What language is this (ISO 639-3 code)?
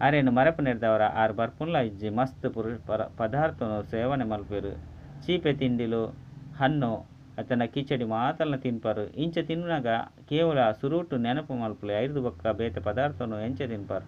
tcy